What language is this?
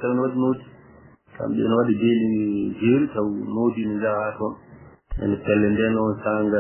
Fula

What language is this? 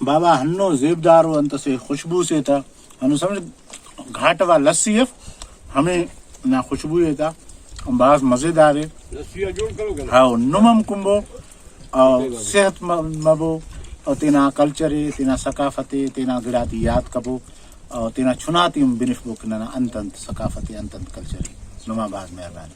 Brahui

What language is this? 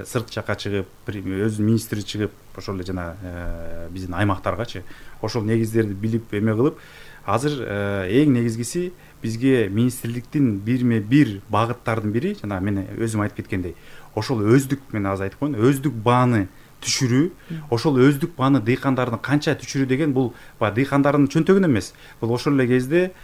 Kyrgyz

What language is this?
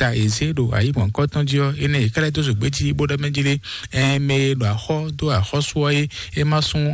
Fon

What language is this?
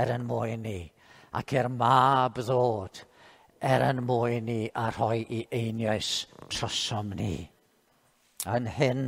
Welsh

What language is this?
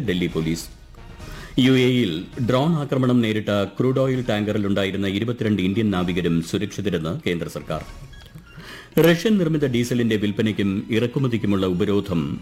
Malayalam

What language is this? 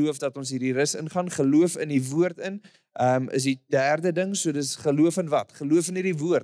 Afrikaans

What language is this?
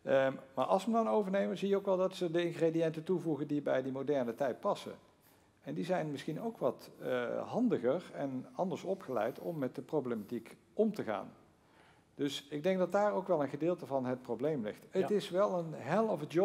Dutch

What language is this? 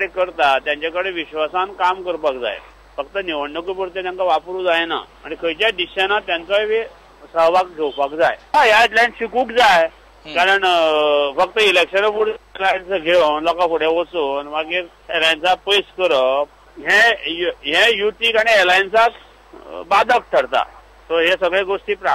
Konkani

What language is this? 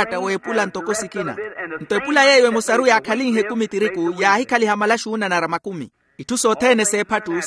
Makhuwa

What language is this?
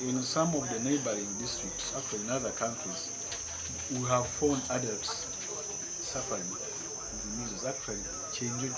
Nyankole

